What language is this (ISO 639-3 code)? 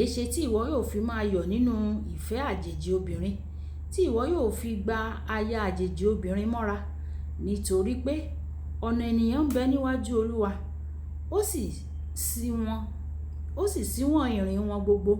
yor